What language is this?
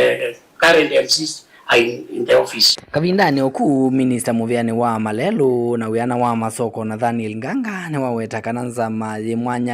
Kamba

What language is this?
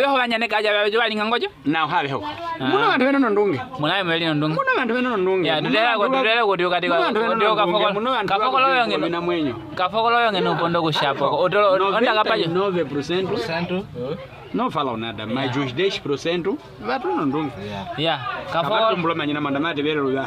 Nyaneka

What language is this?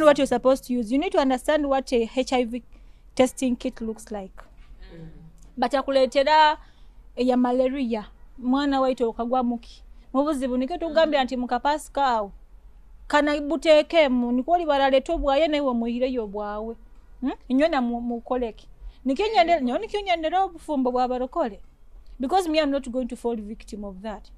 Nyoro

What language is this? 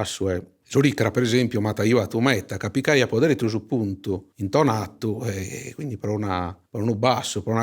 Sardinian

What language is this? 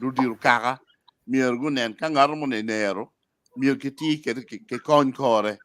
Acoli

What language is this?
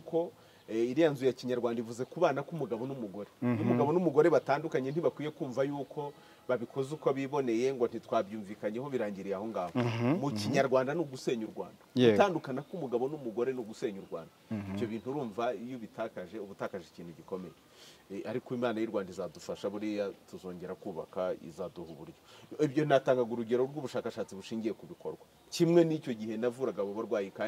Kinyarwanda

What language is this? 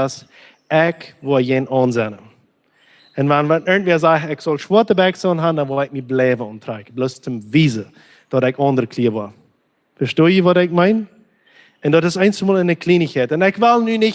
Plautdietsch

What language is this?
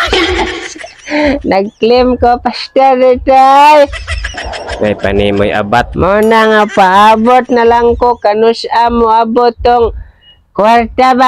Cebuano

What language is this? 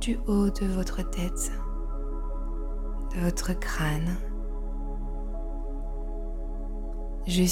French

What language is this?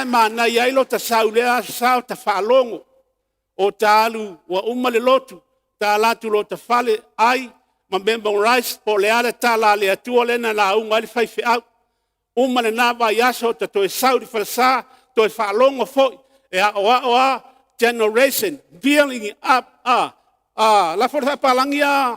Samoan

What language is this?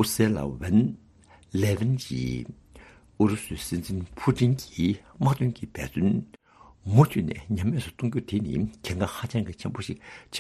Tibetan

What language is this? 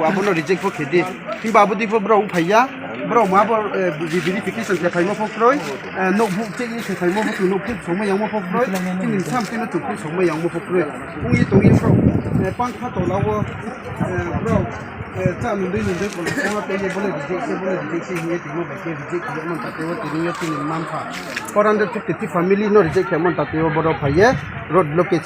Riang (India)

